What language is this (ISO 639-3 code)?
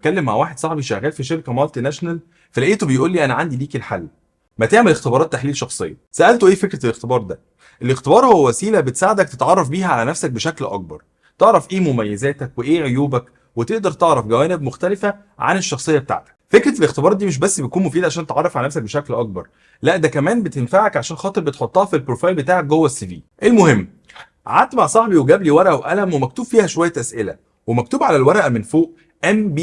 arz